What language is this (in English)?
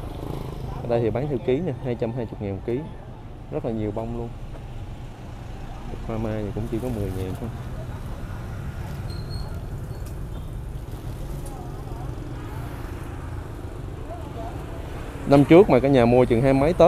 Vietnamese